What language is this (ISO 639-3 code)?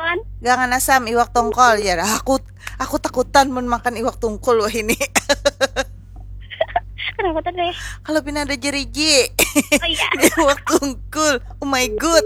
bjn